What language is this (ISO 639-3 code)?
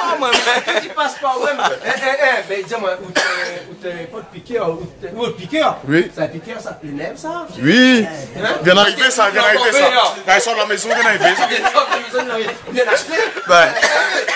rcf